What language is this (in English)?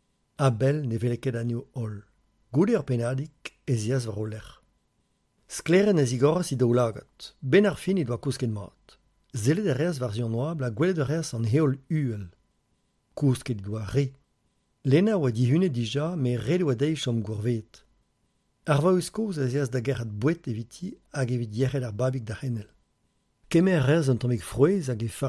Breton